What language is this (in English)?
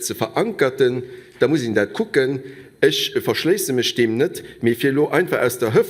Luxembourgish